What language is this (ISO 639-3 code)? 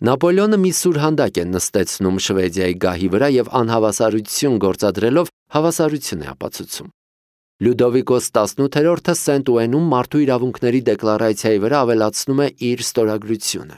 hye